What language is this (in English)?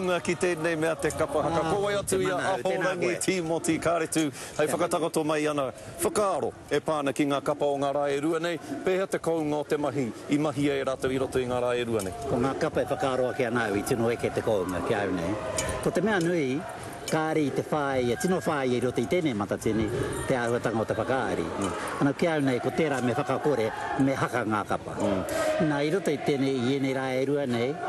Māori